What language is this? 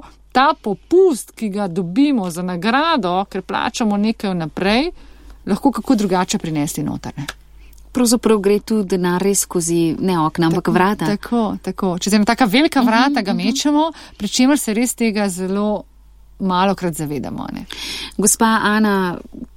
Slovenian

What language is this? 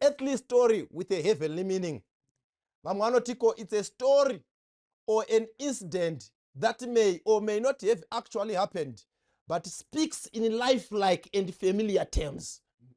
Shona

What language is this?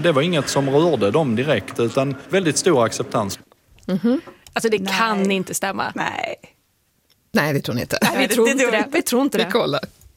Swedish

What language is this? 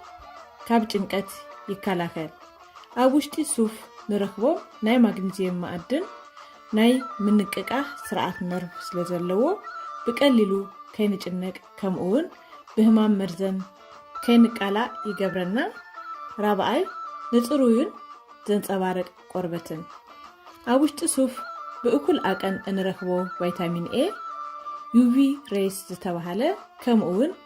Tigrinya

